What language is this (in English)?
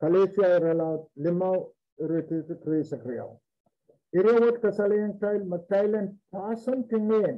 Pohnpeian